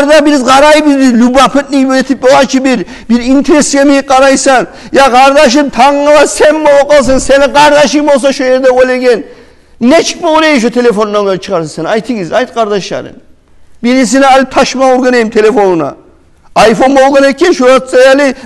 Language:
Kumyk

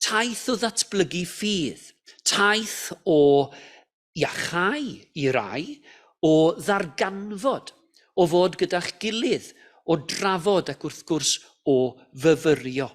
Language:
Welsh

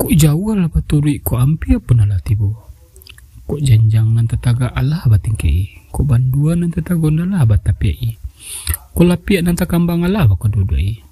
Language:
Minangkabau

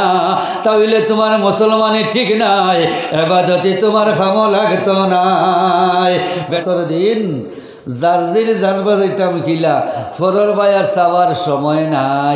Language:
Sylheti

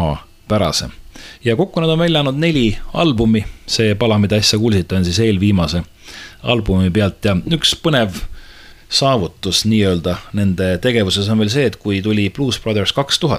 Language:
Estonian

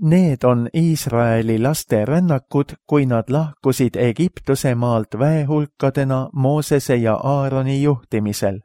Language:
Estonian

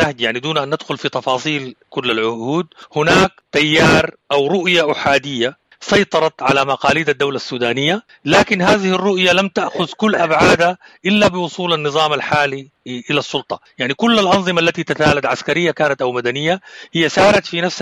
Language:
Sudanese Arabic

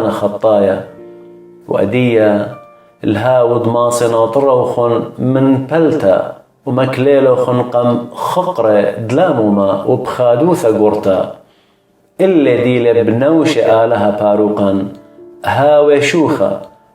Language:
Assyrian Neo-Aramaic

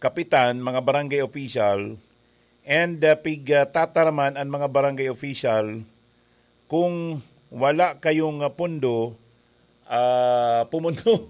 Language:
Bikol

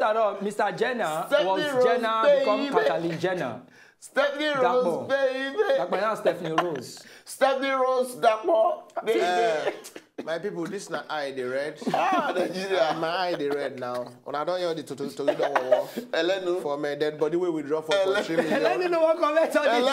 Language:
Nigerian Pidgin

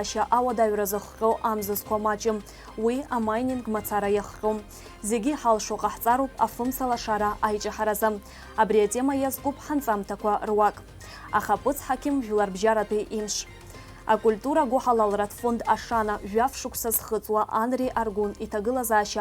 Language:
Abkhazian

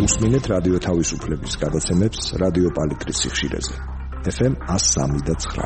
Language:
Georgian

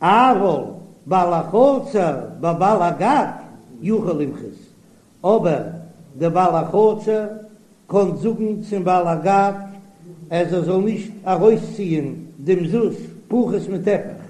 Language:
Yiddish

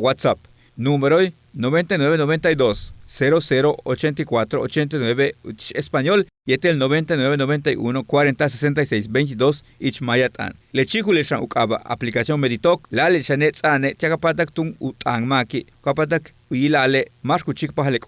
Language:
Yucateco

